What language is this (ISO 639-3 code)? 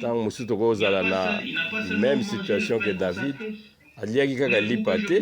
lin